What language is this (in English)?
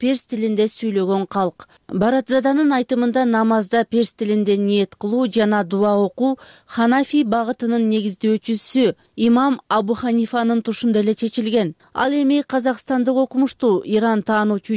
Kyrgyz